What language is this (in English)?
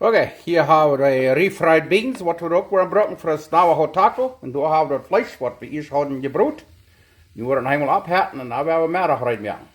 Plautdietsch